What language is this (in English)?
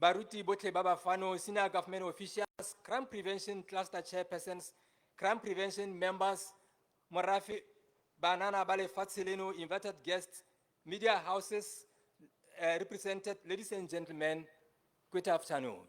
Tswana